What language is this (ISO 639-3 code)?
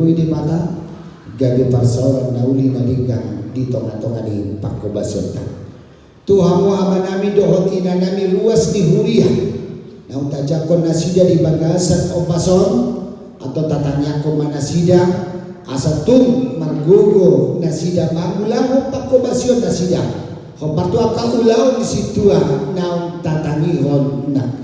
bbc